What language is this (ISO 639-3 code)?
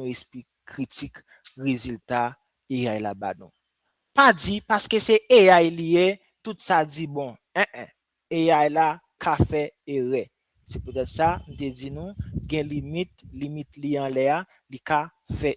hat